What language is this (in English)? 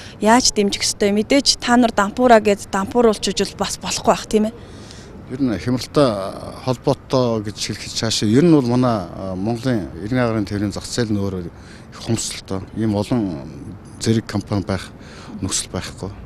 Mongolian